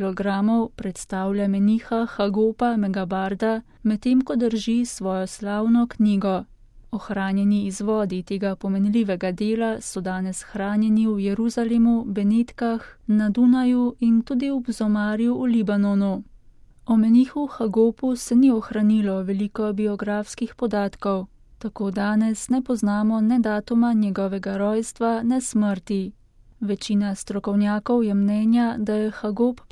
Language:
Slovenian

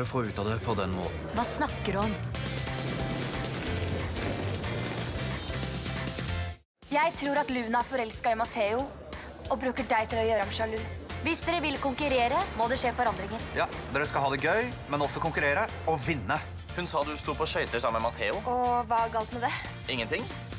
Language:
Norwegian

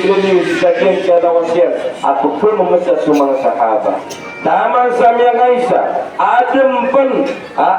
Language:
Maranao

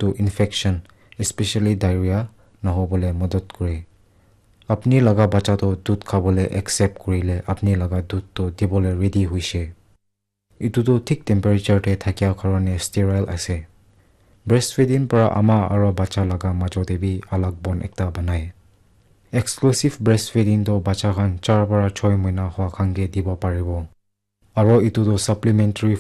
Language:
Naga Pidgin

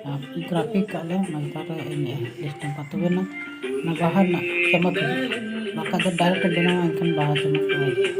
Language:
Santali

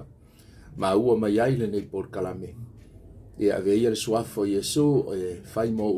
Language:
Samoan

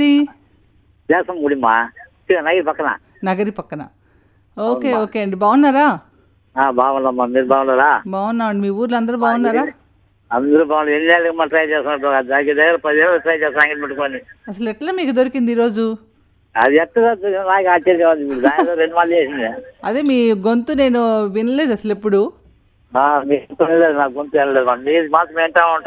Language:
Telugu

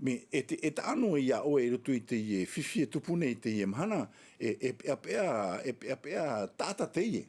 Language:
Tahitian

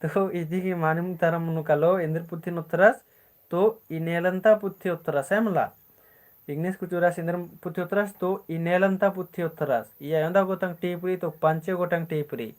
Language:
Kurukh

